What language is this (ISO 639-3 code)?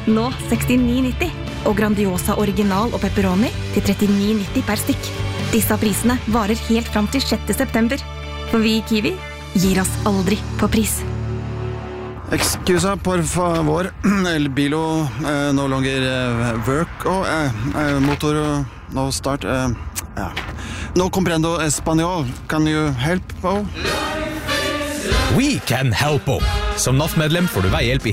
nor